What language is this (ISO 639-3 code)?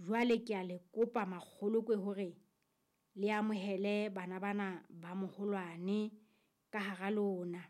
sot